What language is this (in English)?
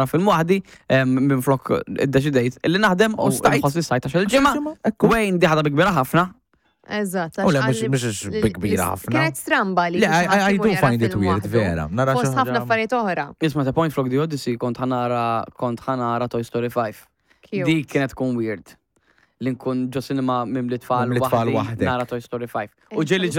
Maltese